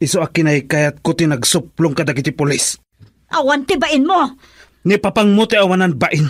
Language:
Iloko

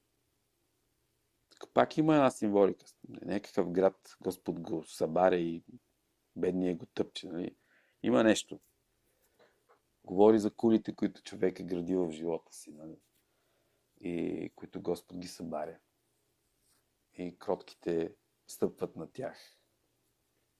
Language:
Bulgarian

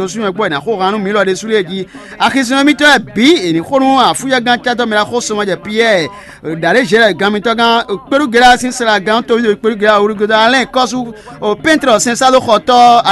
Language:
Fon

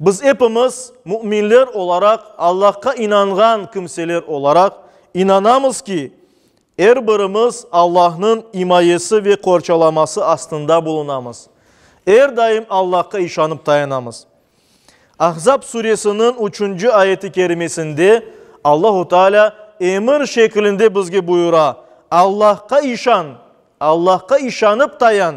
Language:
Crimean Tatar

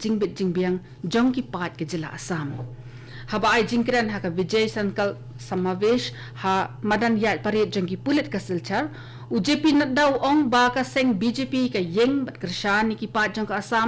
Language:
Khasi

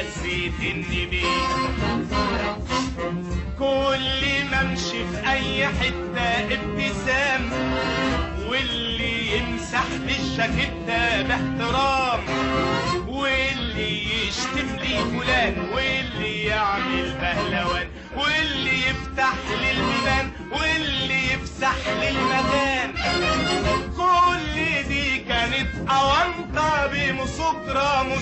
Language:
Egyptian Arabic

